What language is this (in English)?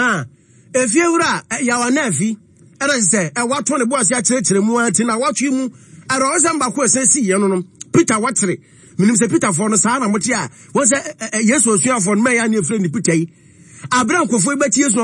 Akan